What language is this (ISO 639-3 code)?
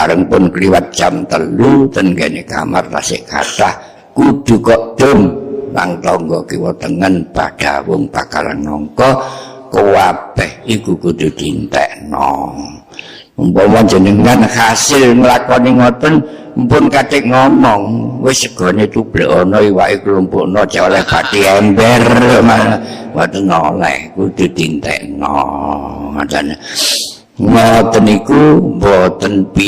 jav